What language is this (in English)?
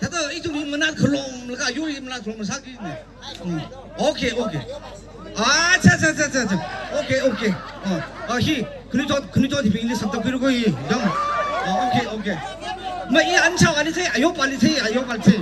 Tangkhul Naga (India)